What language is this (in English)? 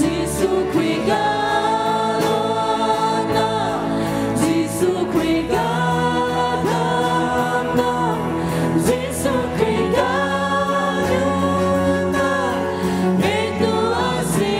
Hakha Chin